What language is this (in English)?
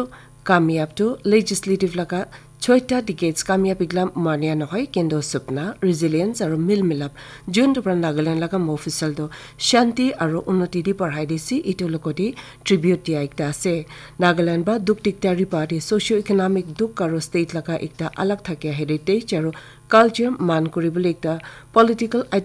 Naga Pidgin